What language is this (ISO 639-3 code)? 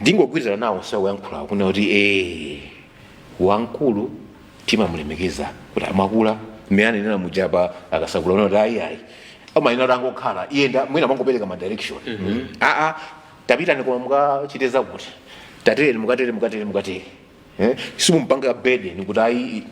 nya